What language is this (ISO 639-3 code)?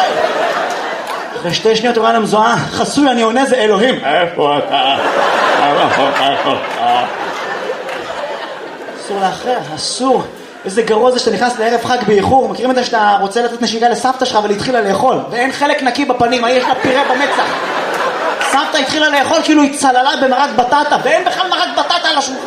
heb